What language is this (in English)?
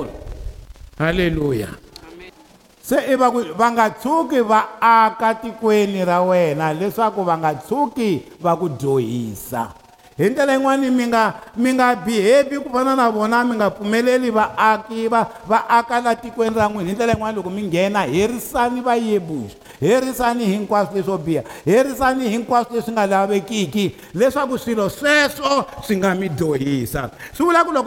Tsonga